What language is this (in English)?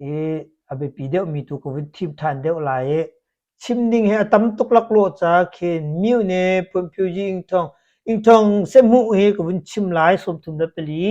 Hakha Chin